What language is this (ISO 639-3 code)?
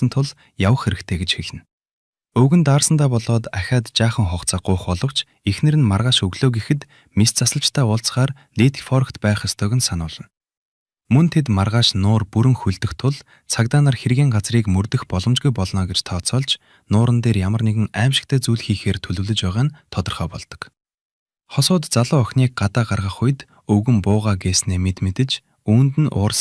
mon